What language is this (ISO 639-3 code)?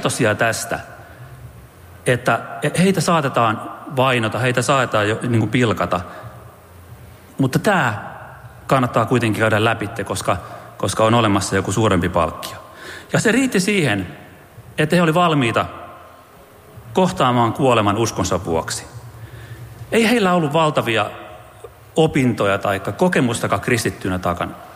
fin